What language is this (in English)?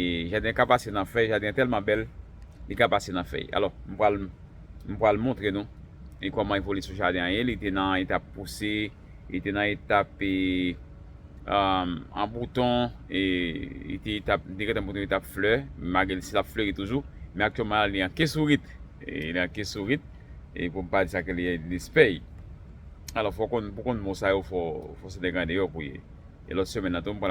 Haitian Creole